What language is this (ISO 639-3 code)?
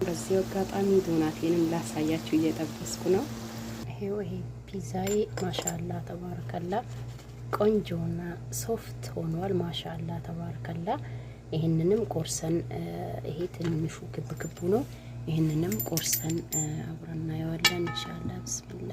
amh